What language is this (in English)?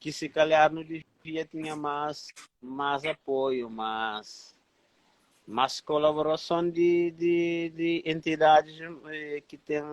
Kabuverdianu